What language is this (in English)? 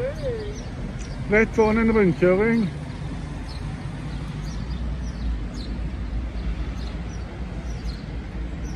Norwegian